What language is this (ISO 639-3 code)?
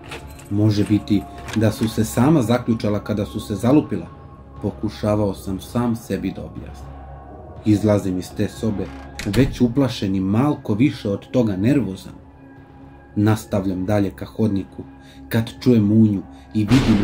srp